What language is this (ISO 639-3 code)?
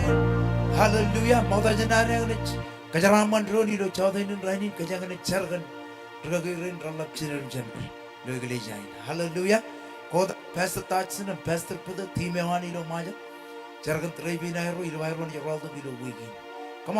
mah